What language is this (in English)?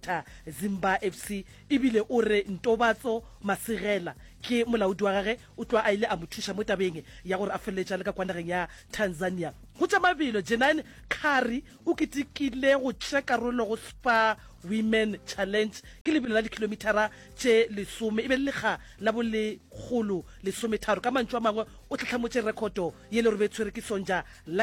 Northern Sotho